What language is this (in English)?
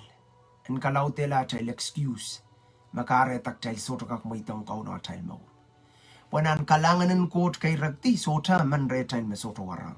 Pohnpeian